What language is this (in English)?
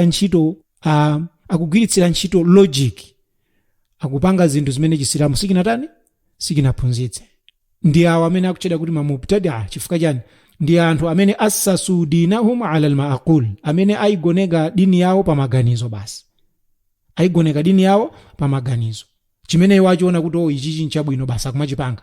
Nyanja